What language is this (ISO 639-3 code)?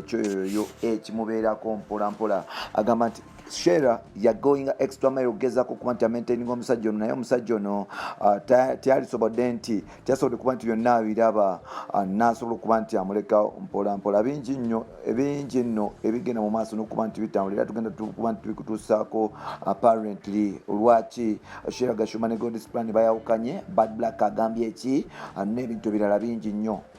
lug